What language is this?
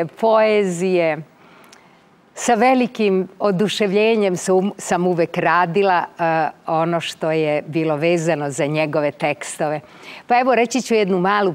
Serbian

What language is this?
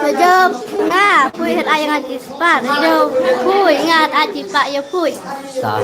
Khasi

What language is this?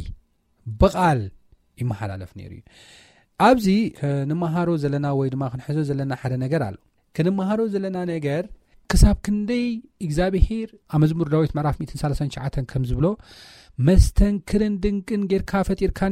Tigrinya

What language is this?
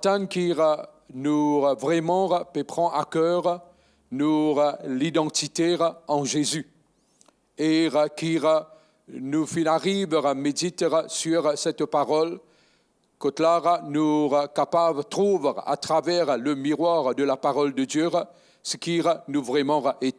Morisyen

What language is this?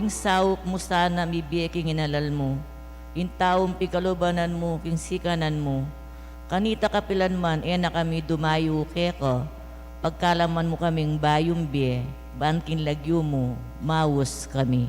Pampanga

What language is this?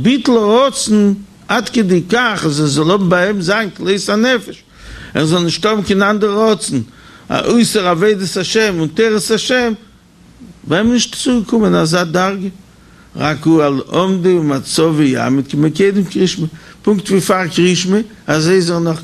Yiddish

